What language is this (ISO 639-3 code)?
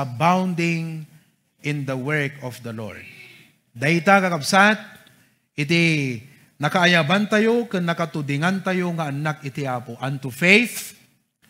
ilo